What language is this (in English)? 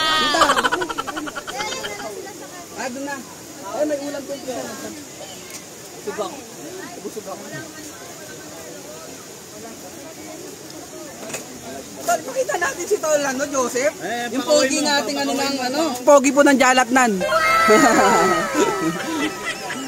Filipino